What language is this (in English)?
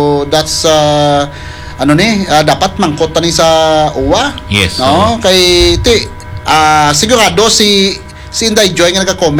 Hiligaynon